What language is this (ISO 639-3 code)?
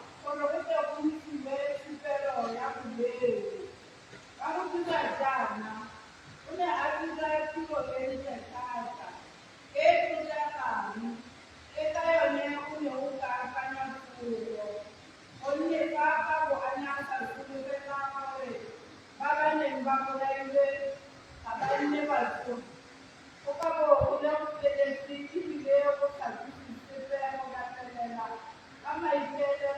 tsn